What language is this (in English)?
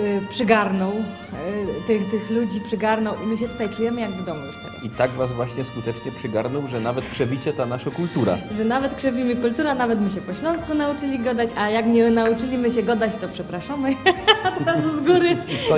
Silesian